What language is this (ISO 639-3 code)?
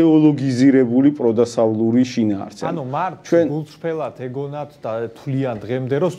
kat